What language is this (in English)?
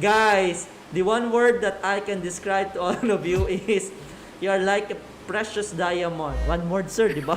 Hiligaynon